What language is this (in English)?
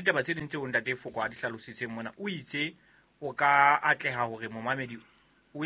Southern Sotho